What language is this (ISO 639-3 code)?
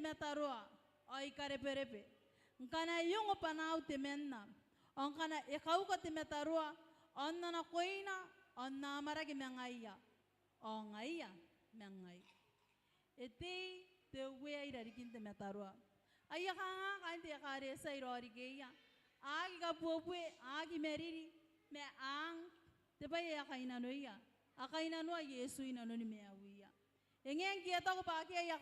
gil